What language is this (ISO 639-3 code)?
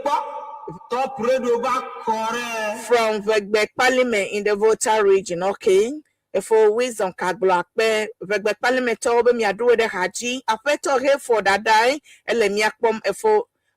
ewe